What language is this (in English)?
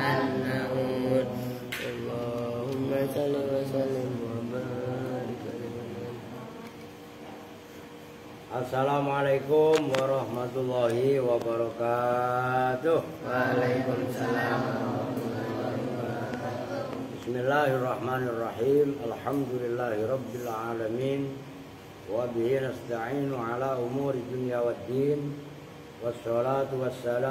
Indonesian